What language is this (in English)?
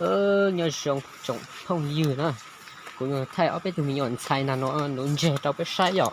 Hmong